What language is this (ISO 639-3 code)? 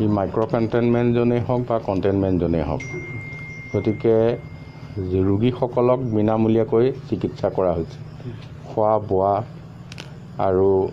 asm